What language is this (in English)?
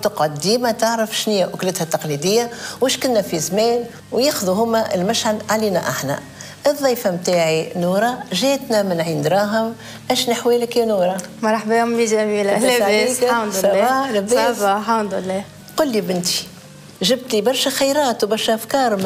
Tunisian Arabic